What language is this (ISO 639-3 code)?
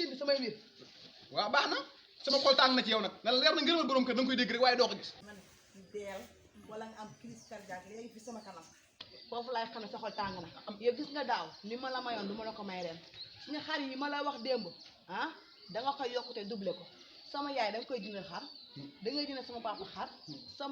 wol